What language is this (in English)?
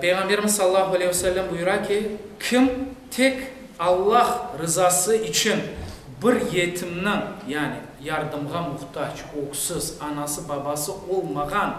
Crimean Tatar